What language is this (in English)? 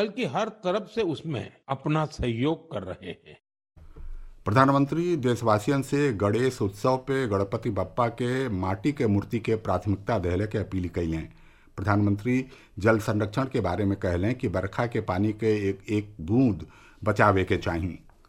Bhojpuri